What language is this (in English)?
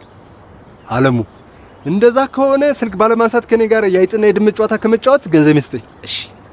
Amharic